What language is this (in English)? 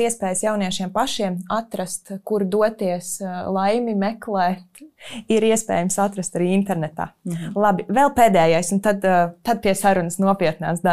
Latvian